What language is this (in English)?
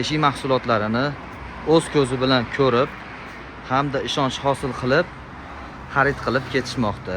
Uzbek